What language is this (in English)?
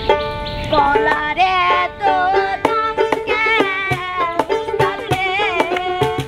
Bangla